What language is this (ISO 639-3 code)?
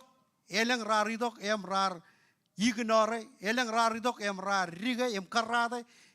mah